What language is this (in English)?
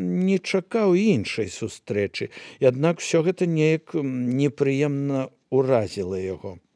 Belarusian